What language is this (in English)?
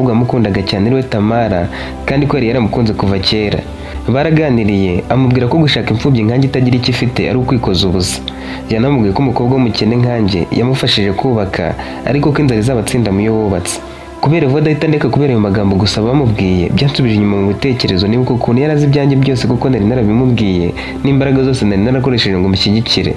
Kinyarwanda